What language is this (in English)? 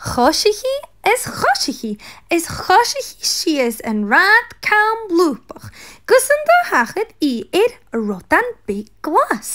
Scottish Gaelic